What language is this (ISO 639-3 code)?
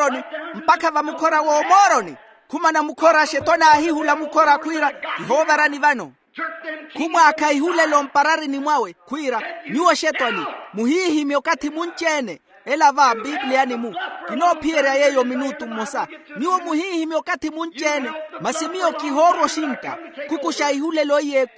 vmw